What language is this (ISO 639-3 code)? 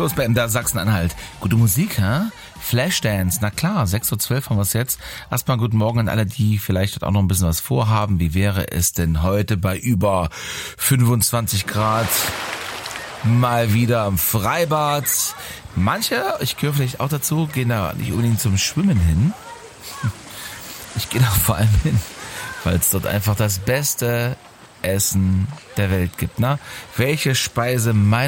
deu